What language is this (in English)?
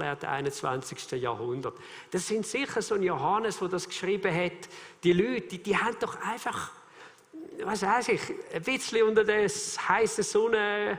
Swiss German